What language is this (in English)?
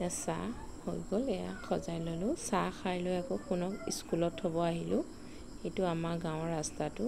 Assamese